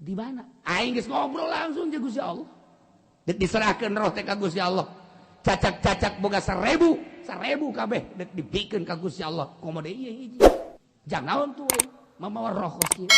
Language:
Sundanese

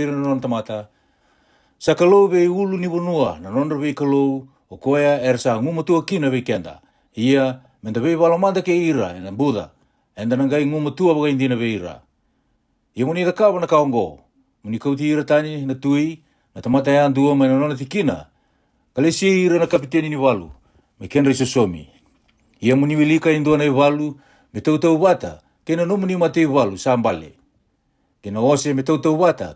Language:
Fijian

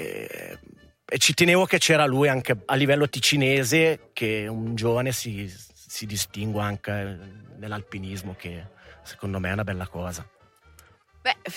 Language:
Italian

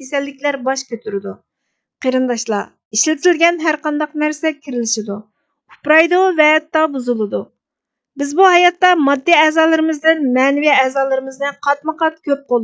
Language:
Uyghur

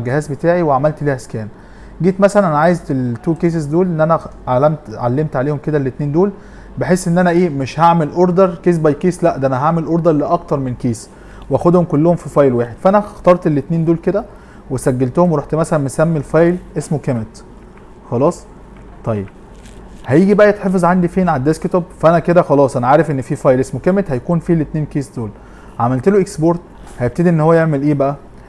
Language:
Egyptian Arabic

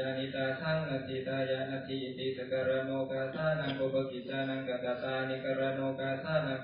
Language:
Pali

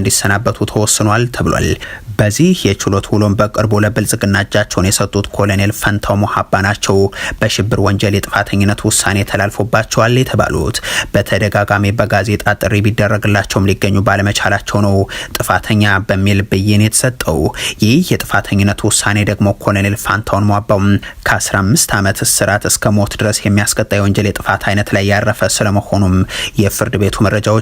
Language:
Amharic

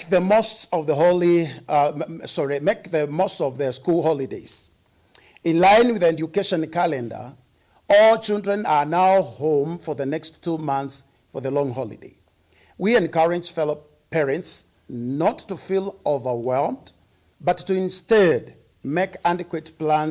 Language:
Kamba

